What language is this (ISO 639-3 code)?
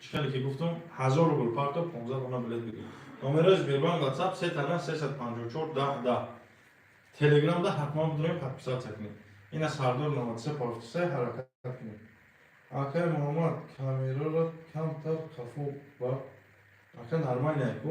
tgk